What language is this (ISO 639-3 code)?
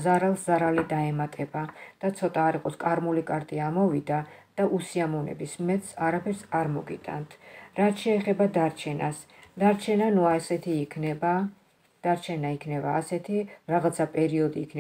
kat